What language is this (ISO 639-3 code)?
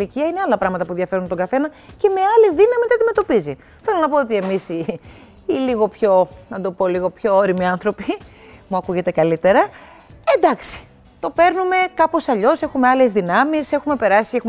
ell